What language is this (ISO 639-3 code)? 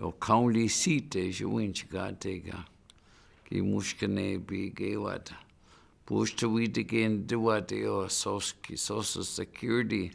ciw